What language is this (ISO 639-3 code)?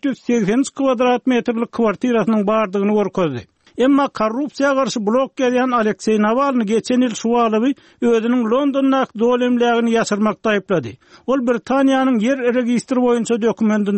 tuk